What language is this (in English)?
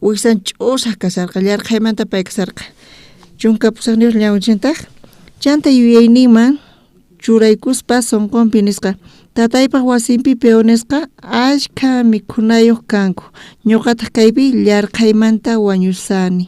South Bolivian Quechua